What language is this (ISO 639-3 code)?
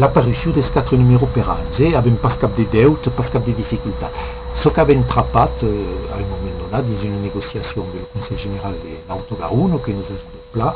oci